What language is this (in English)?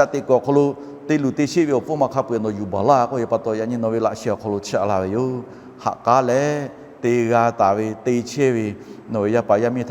Lahu